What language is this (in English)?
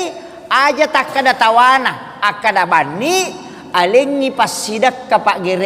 Buginese